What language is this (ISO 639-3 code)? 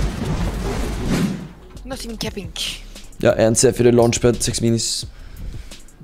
nor